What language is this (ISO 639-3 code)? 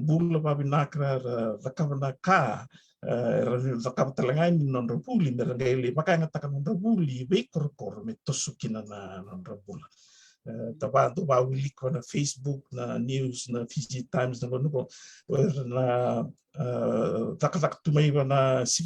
fij